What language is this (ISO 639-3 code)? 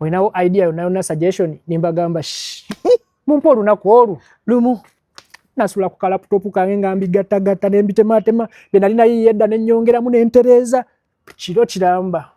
lug